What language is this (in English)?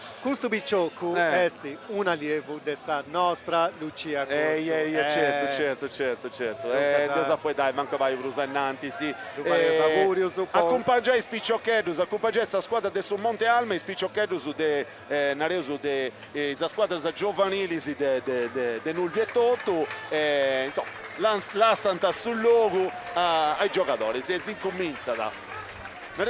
Sardinian